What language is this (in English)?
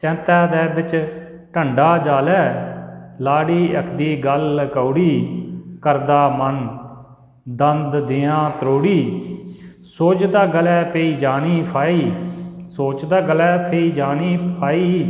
Dogri